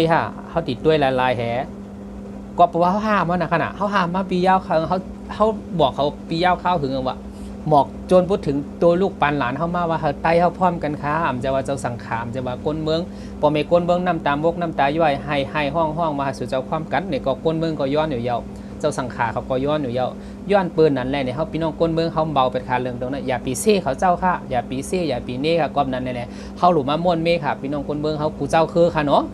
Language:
Shan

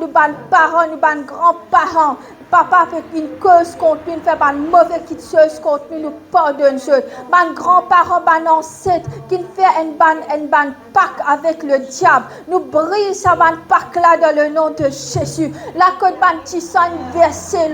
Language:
Morisyen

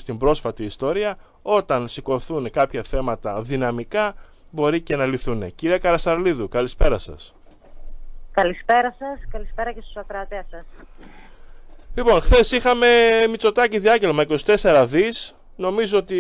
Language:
Greek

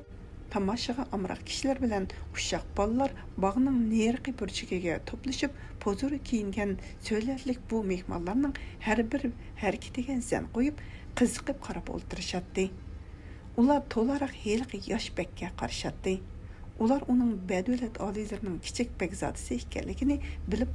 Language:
Uyghur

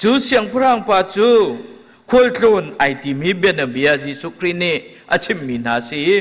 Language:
Hakha Chin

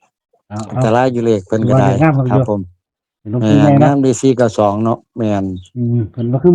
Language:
Northeastern Thai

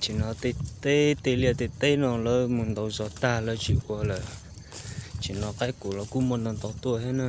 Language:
Hmong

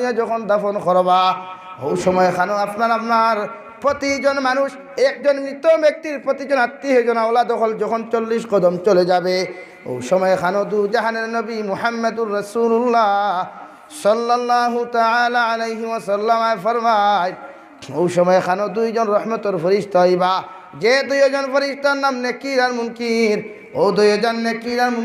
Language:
Sylheti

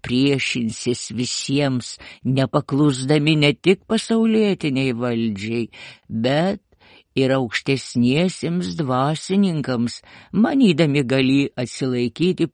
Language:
Lithuanian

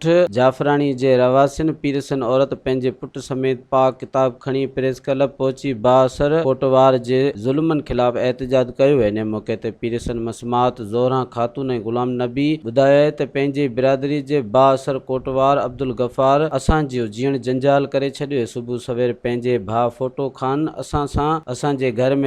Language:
Sindhi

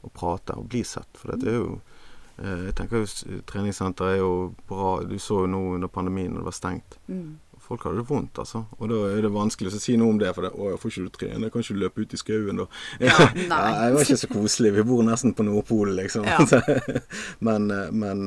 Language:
Norwegian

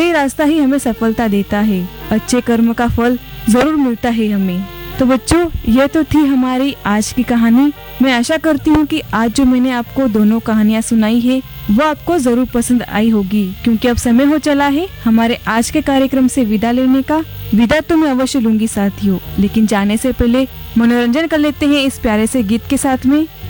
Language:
Hindi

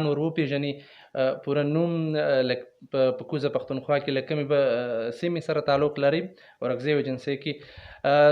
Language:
Pashto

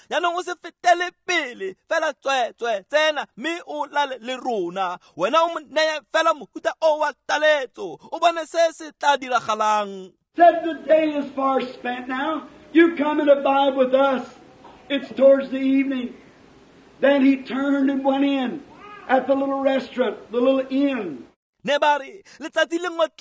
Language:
Tswana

